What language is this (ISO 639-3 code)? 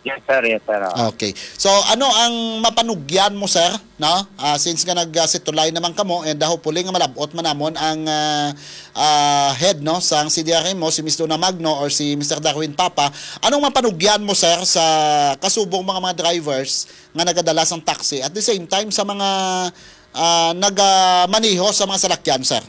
hil